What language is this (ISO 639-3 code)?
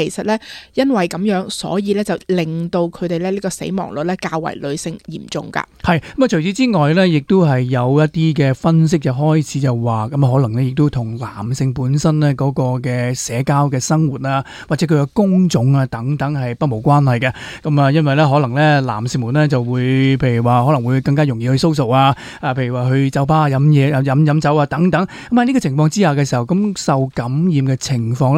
yue